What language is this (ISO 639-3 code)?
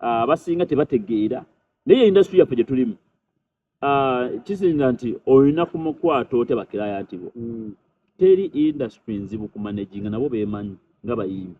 lug